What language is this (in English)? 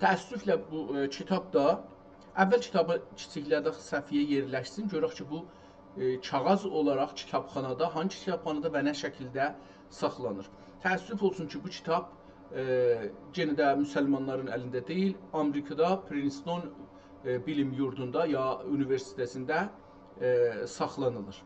South Azerbaijani